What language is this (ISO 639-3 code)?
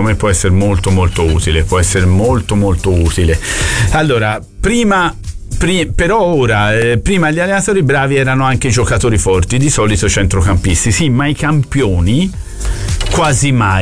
ita